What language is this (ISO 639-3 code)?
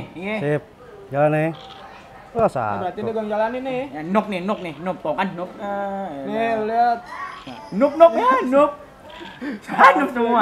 bew